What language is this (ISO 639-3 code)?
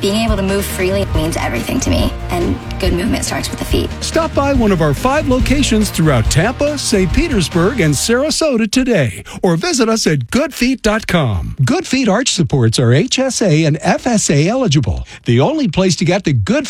eng